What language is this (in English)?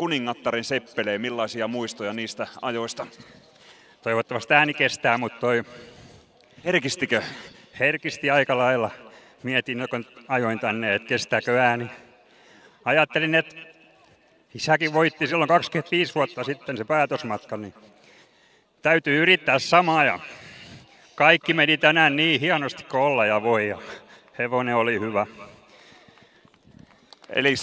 Finnish